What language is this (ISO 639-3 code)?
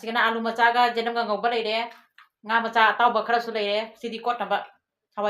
mni